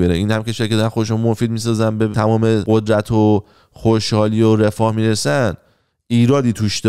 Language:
Persian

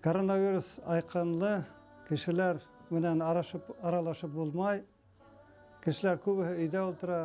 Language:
Bashkir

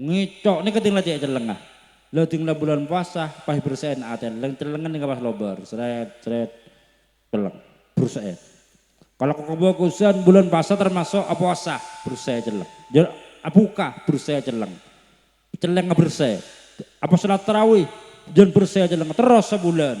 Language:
Madurese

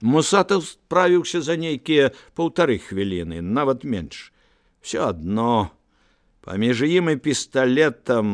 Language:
Belarusian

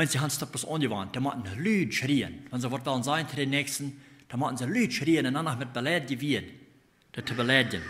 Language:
Plautdietsch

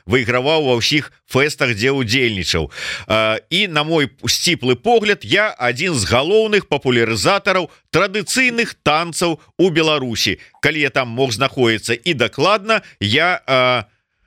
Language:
Belarusian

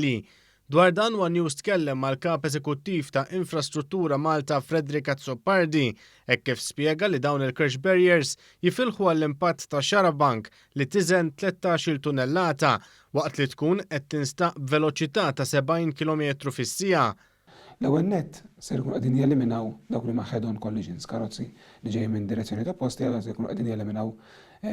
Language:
Maltese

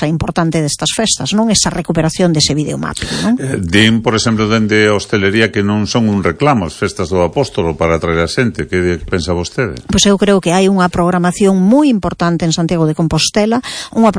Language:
Galician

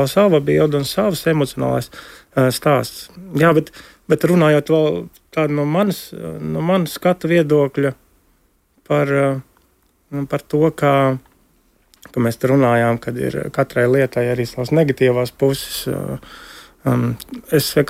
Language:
Latvian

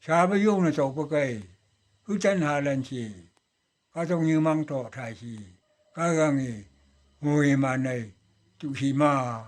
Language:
Phom Naga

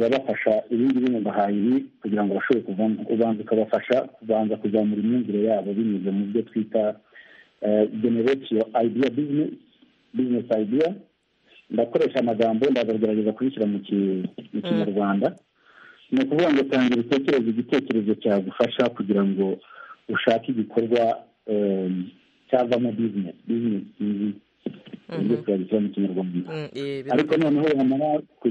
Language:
Kinyarwanda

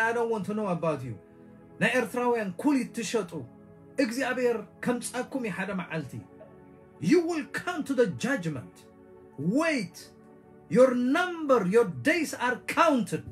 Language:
Tigrinya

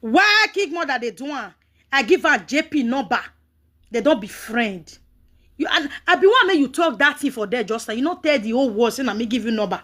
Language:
Nigerian Pidgin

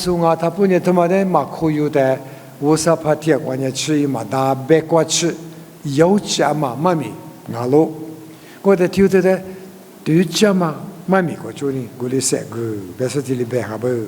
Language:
Lisu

